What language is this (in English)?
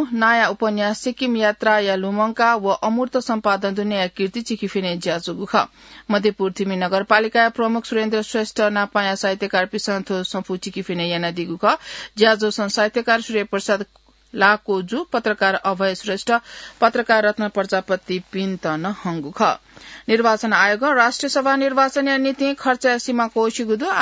Newari